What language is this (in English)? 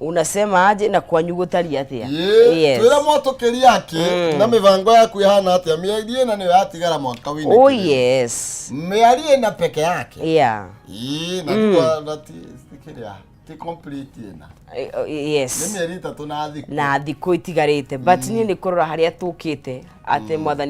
Kikuyu